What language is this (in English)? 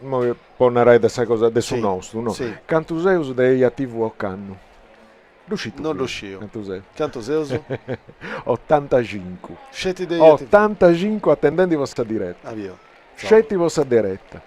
Sardinian